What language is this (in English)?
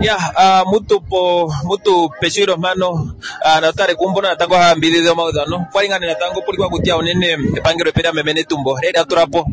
Kuanyama